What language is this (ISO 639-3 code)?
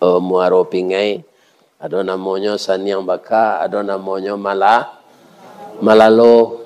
min